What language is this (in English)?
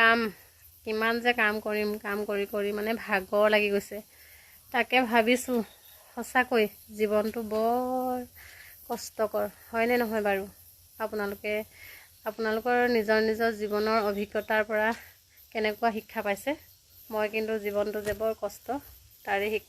Assamese